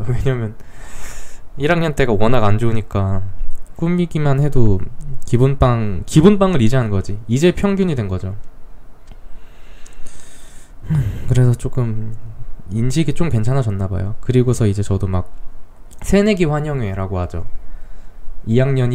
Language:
Korean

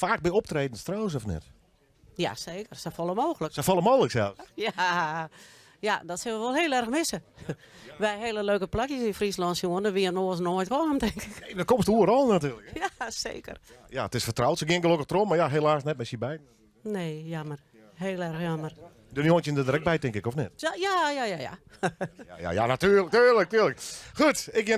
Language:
Western Frisian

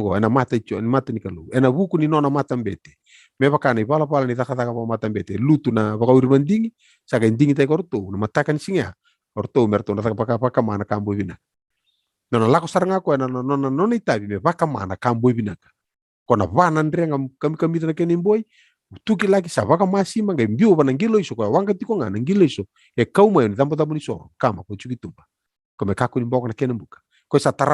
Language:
Fijian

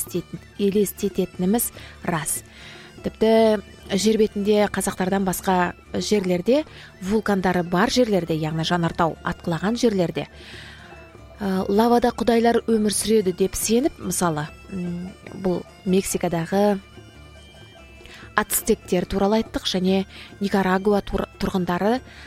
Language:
Kazakh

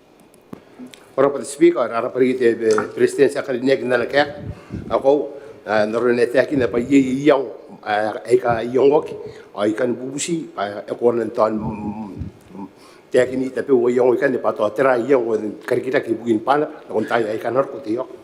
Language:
Gilbertese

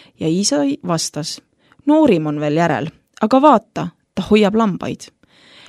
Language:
Estonian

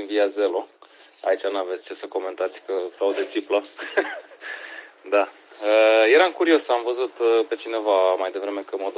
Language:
Romanian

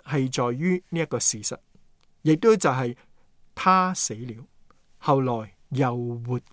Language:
Cantonese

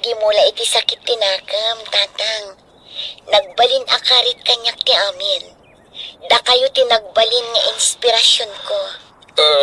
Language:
Iloko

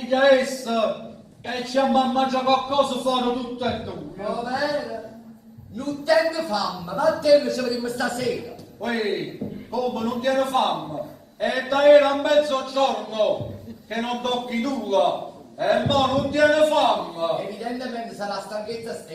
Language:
Neapolitan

